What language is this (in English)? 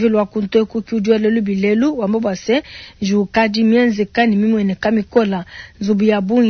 Luba-Lulua